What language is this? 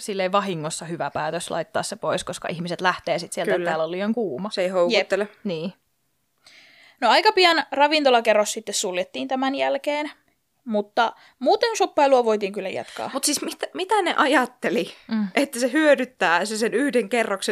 Finnish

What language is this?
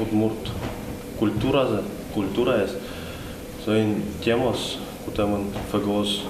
Udmurt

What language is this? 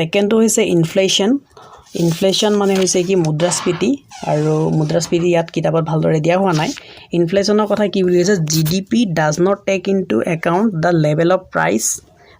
Assamese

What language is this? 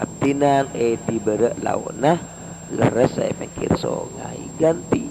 Madurese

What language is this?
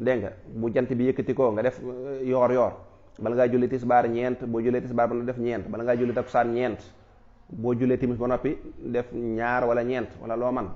Wolof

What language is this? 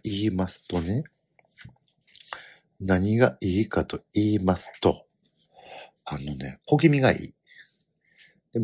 Japanese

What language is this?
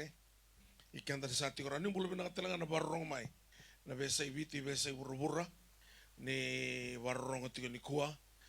Fijian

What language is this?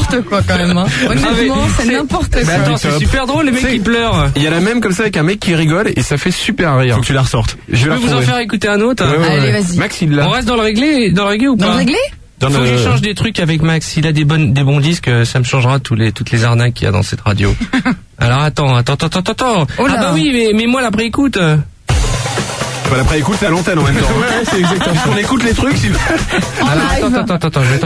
French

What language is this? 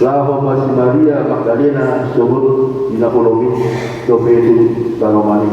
Batak Toba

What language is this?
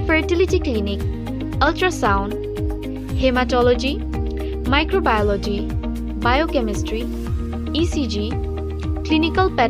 Karbi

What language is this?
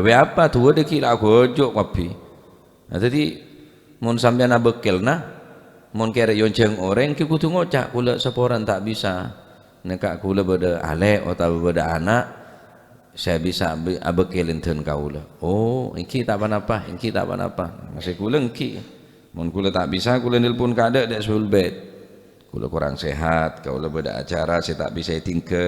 Madurese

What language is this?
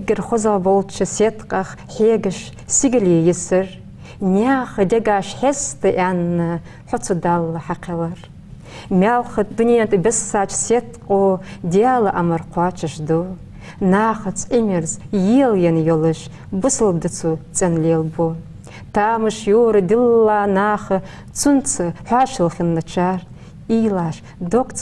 Ingush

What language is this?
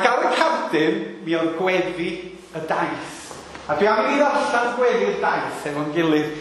Welsh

